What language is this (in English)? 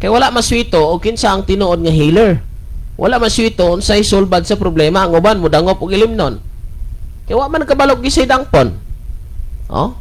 Cebuano